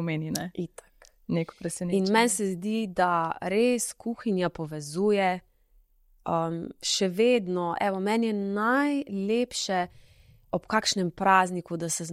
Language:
Slovenian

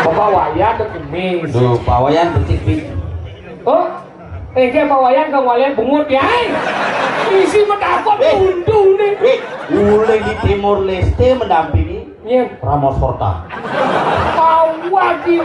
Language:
Balinese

